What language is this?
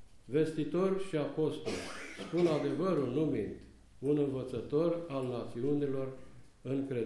Romanian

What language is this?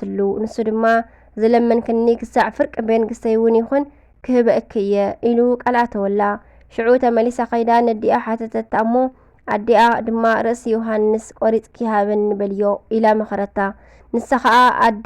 Tigrinya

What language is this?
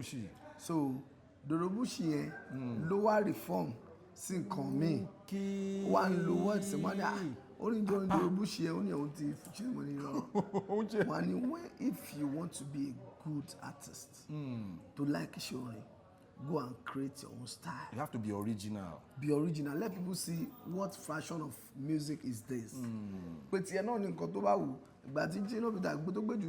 Yoruba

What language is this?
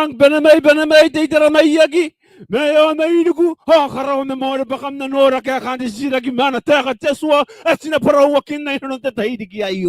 Gilbertese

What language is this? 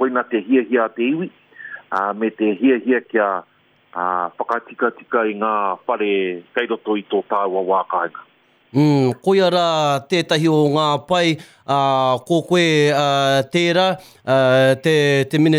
Māori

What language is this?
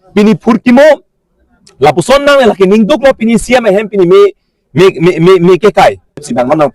Karbi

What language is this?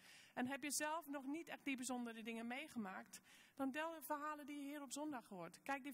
Dutch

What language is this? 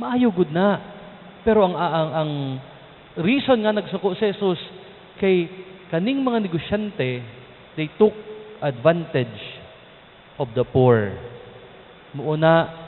Cebuano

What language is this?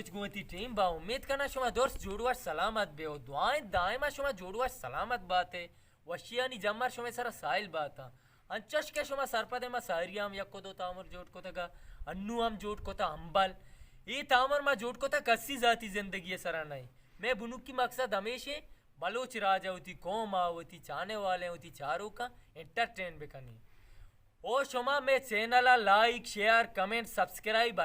Baluchi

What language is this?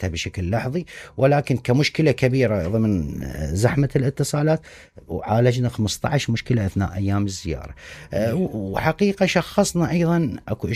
Mesopotamian Arabic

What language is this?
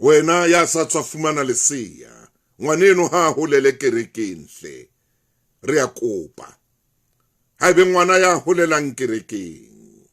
Southern Sotho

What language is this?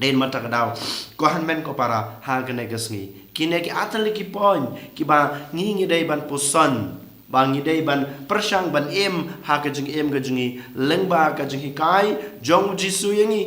Khasi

